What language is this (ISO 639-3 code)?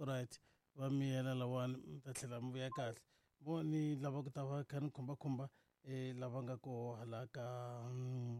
tso